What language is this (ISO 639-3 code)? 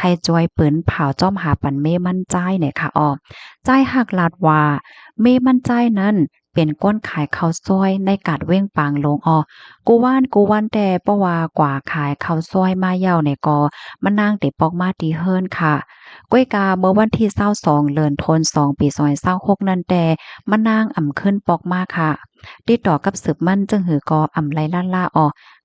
shn